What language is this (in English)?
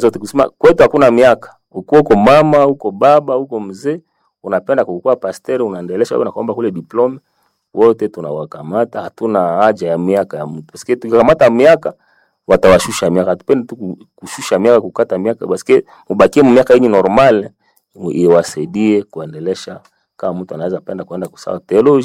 Swahili